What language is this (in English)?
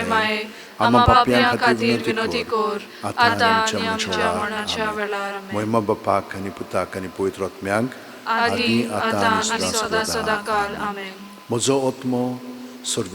Konkani